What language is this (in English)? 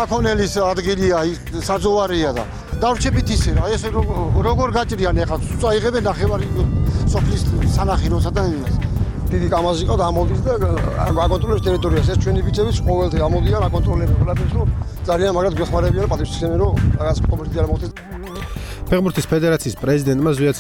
Georgian